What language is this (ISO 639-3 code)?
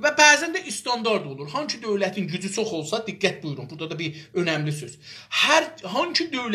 azb